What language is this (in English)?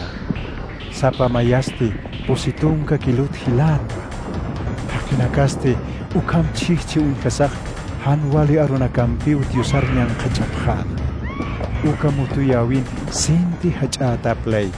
Aymara